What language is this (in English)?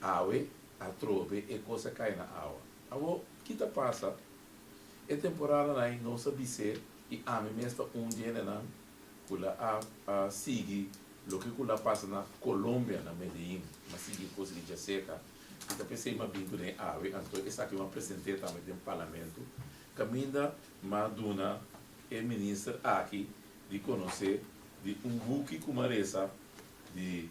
Papiamento